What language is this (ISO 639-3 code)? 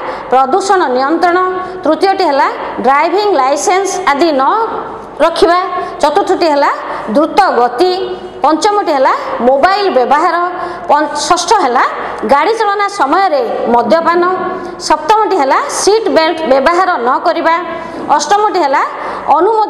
ori